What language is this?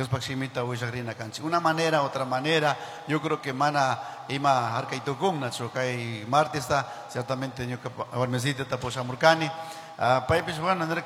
Chimborazo Highland Quichua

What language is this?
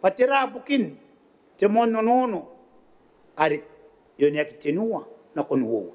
Gilbertese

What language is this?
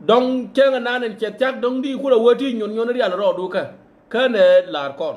Nuer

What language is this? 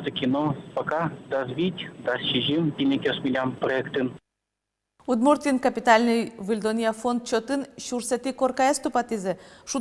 Udmurt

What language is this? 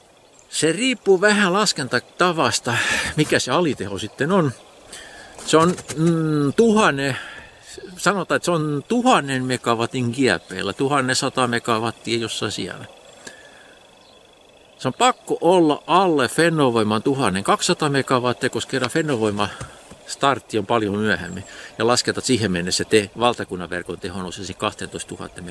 Finnish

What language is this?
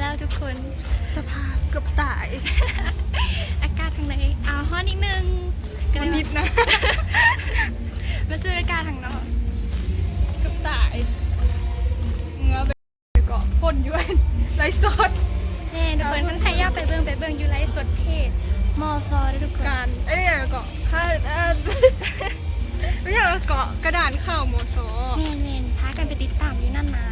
Lao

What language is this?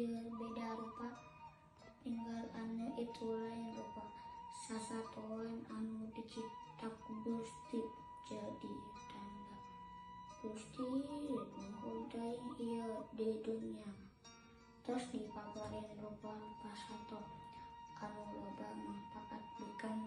Sundanese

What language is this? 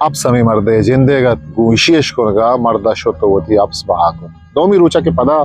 Eastern Balochi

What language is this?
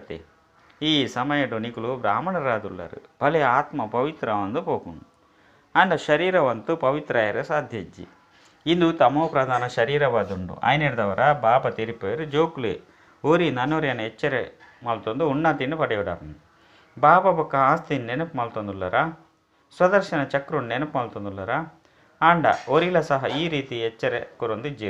Tulu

